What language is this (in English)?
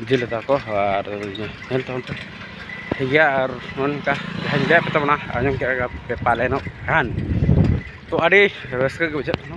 Santali